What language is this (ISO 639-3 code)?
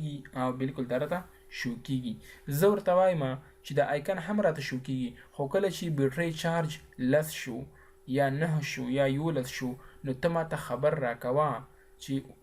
pus